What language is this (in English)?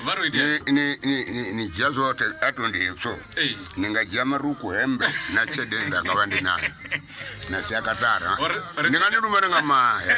Venda